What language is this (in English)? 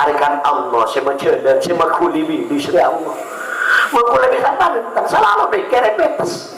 Madurese